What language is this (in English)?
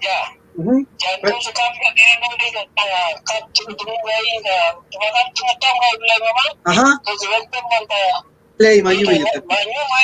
Mapuche